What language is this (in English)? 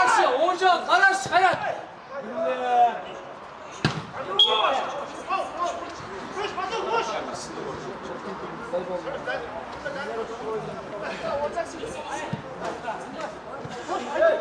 Kazakh